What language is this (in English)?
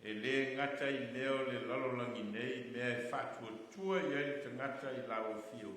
Samoan